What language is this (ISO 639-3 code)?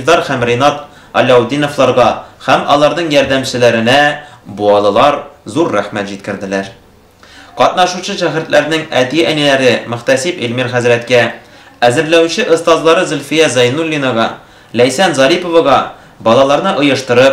tat